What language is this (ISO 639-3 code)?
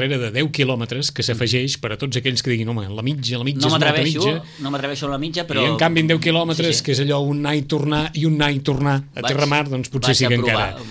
cat